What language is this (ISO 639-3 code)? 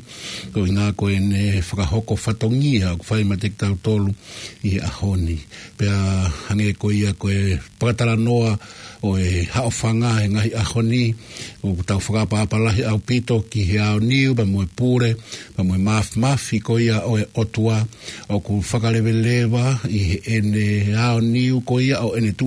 ton